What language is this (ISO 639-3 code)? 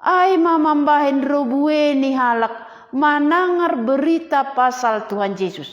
bts